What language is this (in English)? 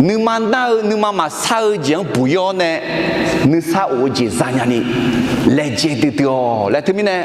Akha